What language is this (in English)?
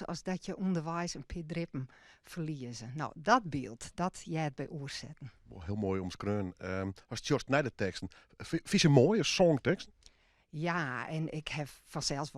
Western Frisian